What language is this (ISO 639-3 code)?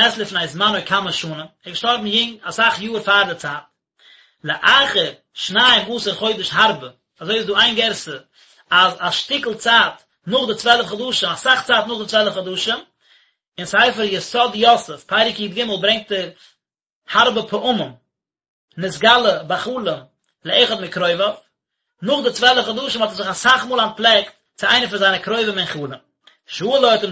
yid